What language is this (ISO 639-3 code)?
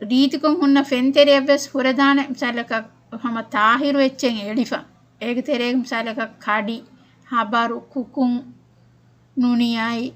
div